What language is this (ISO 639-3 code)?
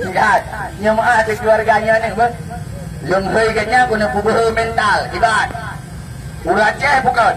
ace